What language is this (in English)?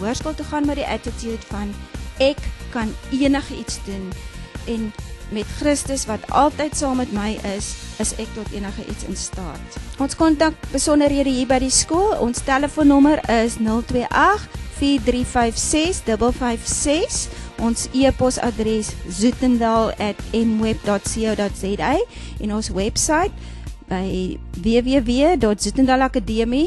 Afrikaans